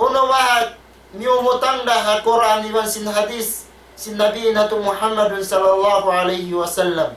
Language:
Tausug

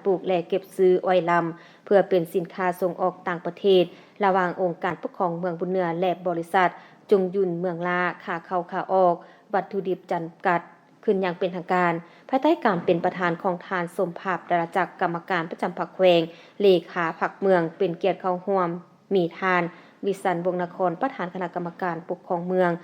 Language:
Lao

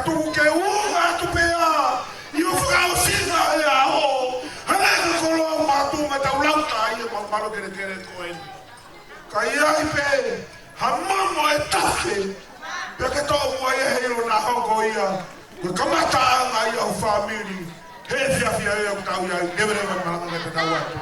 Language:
Tongan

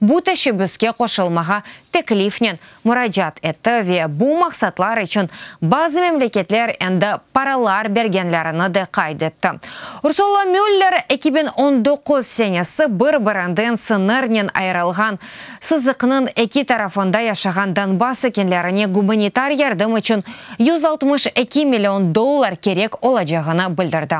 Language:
Crimean Tatar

